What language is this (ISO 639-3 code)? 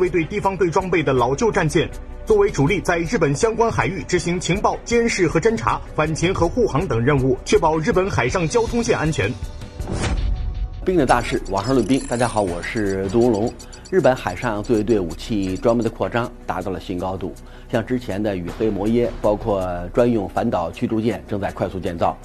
zho